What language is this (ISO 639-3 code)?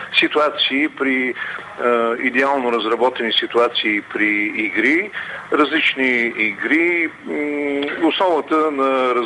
bul